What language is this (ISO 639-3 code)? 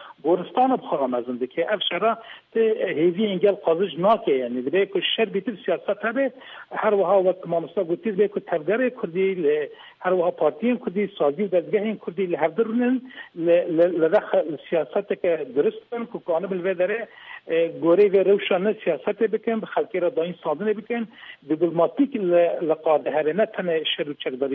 kur